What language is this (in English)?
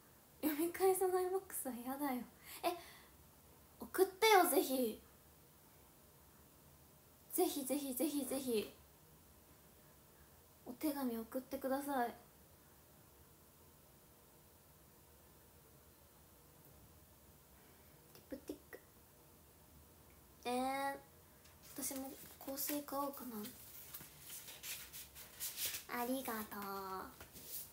Japanese